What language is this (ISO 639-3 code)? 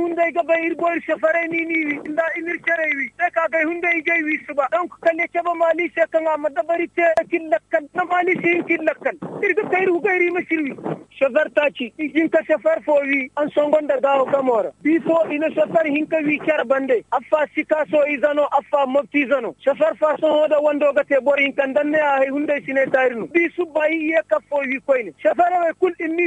dje